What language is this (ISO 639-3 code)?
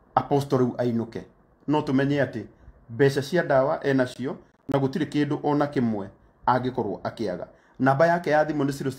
kik